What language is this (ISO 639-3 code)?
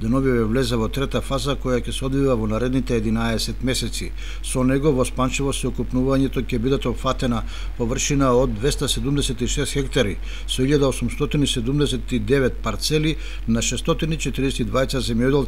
mkd